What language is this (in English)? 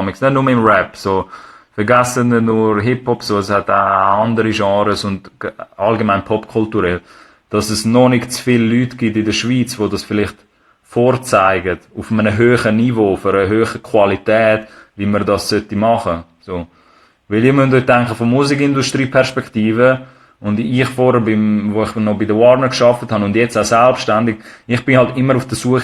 Swiss German